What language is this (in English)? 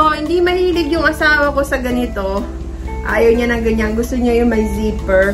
Filipino